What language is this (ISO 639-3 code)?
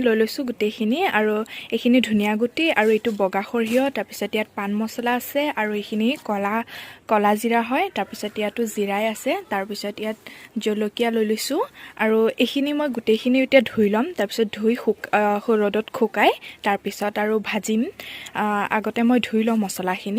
asm